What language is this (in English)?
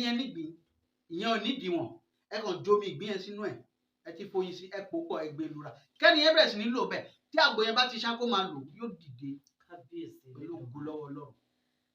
Yoruba